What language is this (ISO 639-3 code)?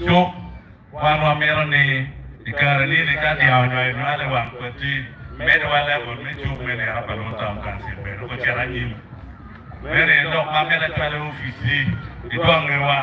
ach